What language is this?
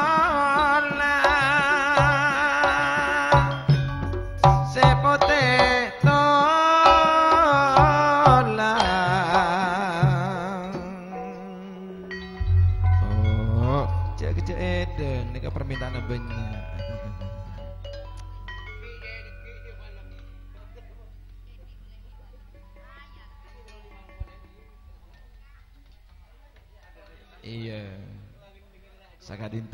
Indonesian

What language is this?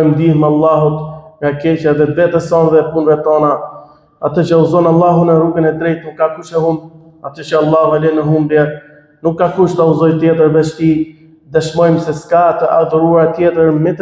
Albanian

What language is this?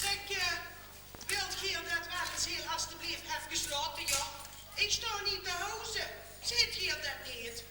Limburgish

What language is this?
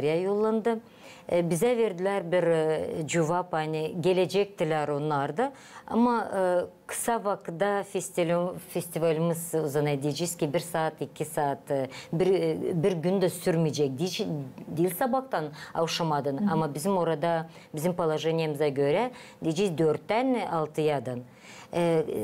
Gagauz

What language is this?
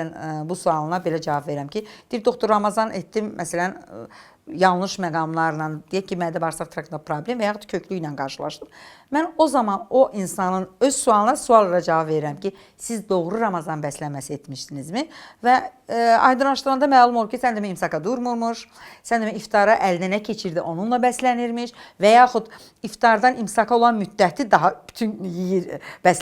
Azerbaijani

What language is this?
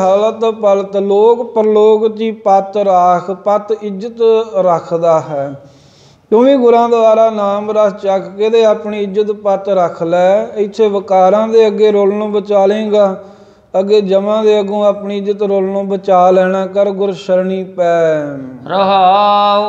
Punjabi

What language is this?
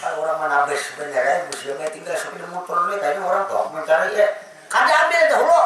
Banjar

